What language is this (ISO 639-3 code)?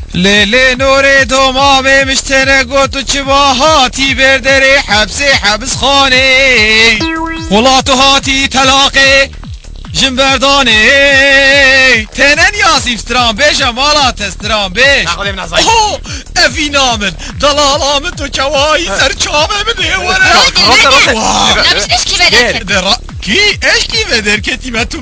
kur